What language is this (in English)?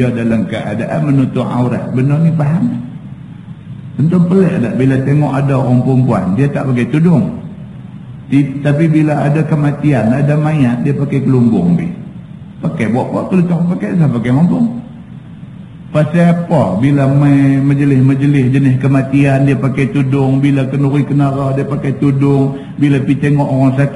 Malay